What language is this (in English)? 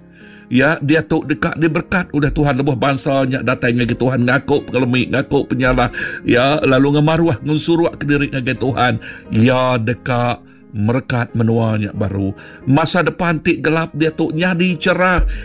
Iban